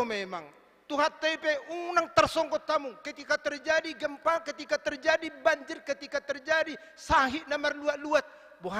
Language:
Batak Toba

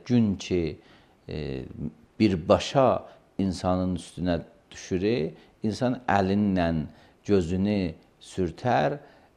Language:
Azerbaijani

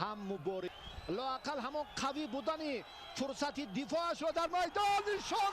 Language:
Tajik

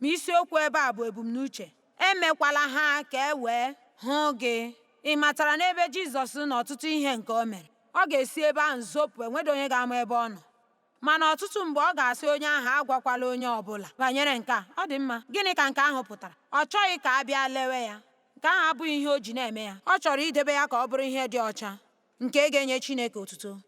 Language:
Igbo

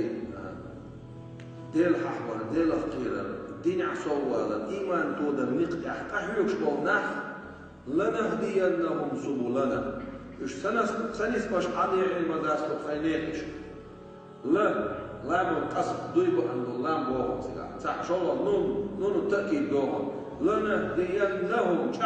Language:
Chechen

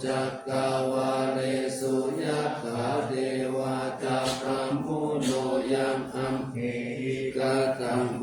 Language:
Pali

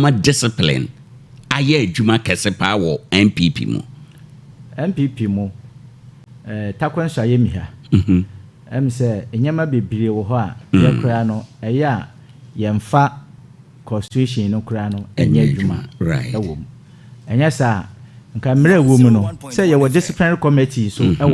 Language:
Akan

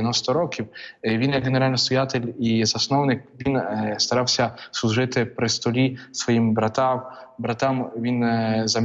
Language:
Ukrainian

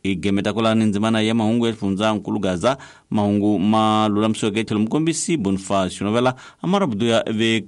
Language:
Tsonga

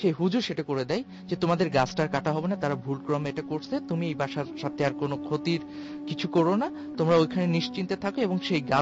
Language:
Bangla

